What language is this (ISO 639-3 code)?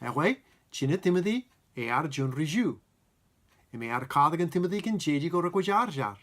mah